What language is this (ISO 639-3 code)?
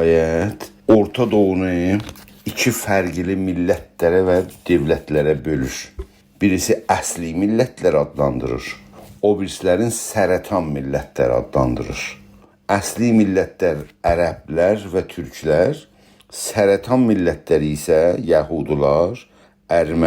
azb